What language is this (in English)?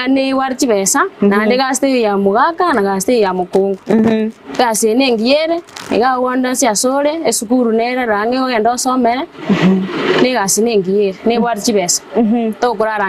Gusii